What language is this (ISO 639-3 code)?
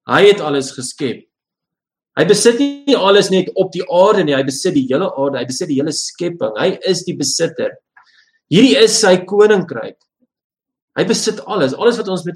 afr